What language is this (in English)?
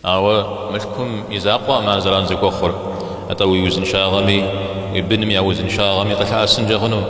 Kabardian